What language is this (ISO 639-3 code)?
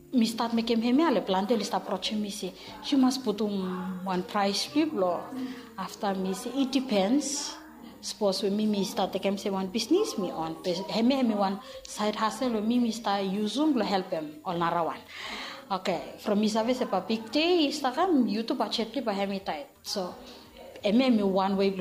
bis